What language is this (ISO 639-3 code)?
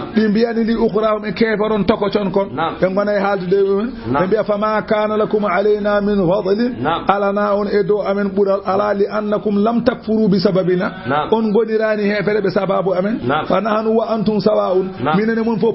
ful